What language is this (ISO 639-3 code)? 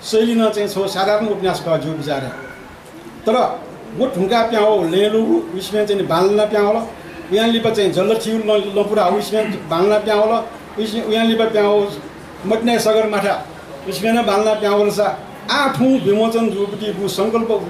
new